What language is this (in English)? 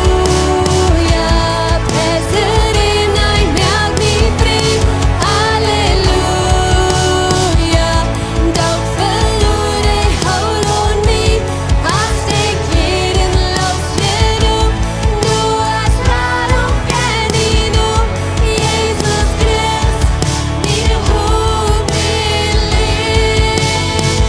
Plautdietsch